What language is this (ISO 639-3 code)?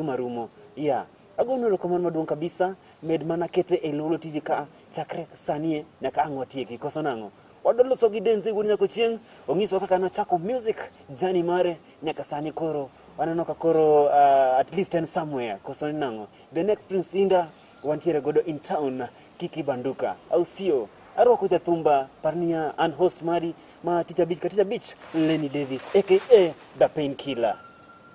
luo